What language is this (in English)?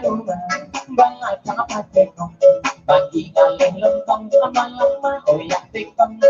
Minangkabau